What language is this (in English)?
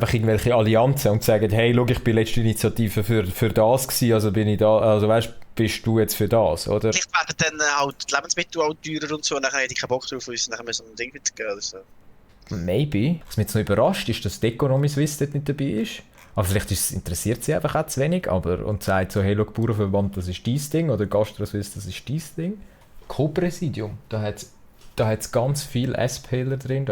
Swiss German